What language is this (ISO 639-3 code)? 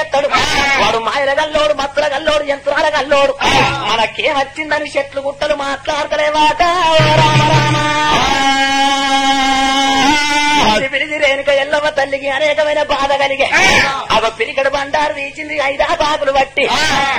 tel